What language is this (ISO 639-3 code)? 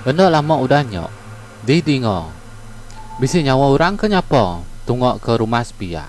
iba